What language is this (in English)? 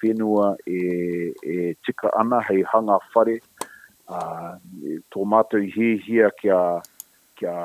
Māori